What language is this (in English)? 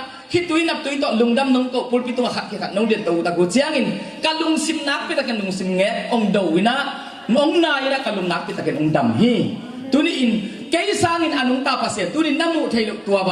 Tedim Chin